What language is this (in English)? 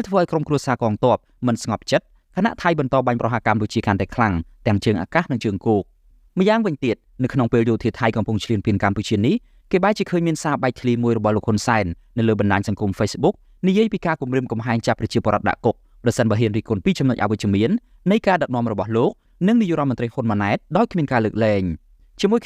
Khmer